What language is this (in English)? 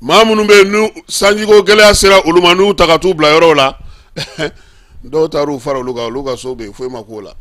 Bambara